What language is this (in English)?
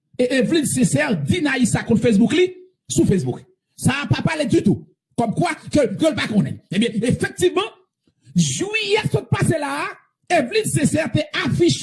Haitian Creole